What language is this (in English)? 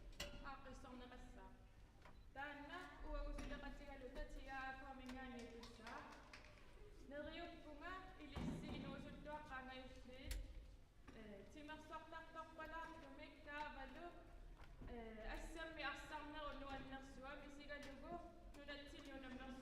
Kalaallisut